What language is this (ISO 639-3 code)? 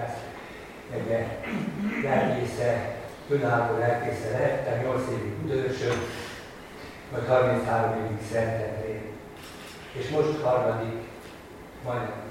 hun